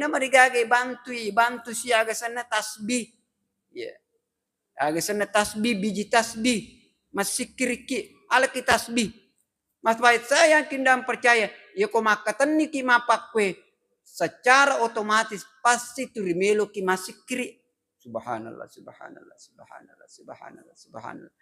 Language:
Buginese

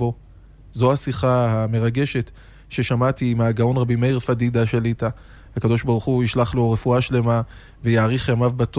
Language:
Hebrew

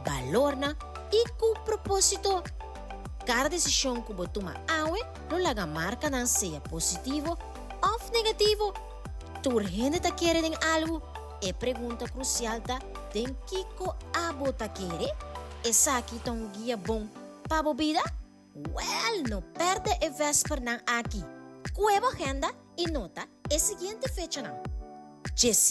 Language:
Papiamento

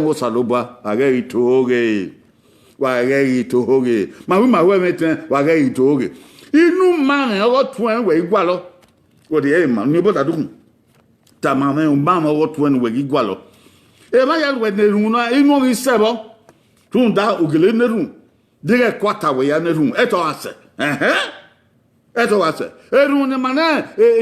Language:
Bini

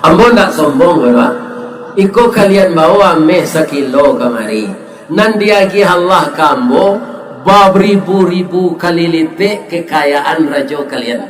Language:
Minangkabau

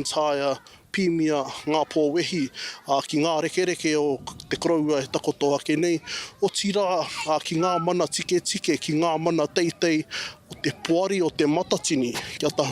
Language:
Māori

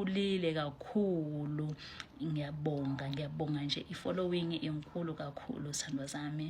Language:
Zulu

